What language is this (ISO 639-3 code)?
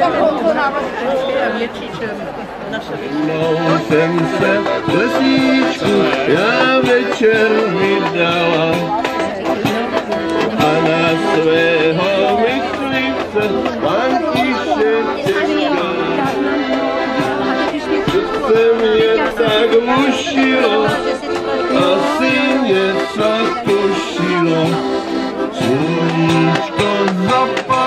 ces